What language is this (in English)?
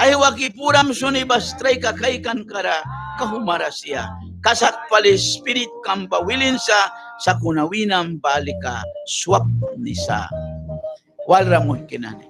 Mískito